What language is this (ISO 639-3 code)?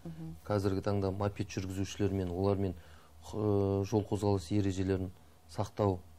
kaz